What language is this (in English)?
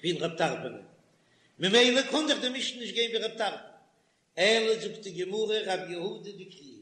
Yiddish